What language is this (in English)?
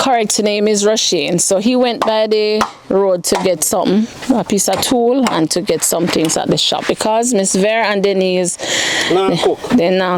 Jamaican Creole English